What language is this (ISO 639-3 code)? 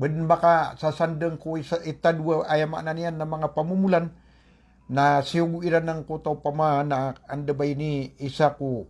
mrw